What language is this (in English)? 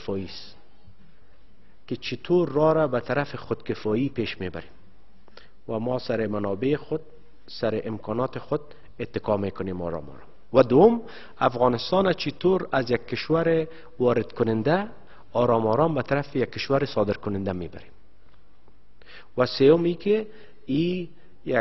Persian